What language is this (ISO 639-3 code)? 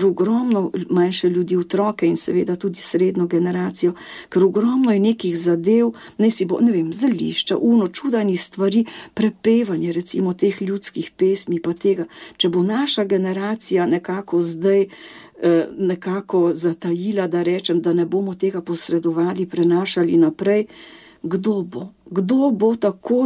slv